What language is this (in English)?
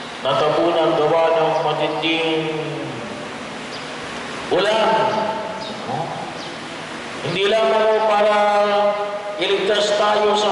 Filipino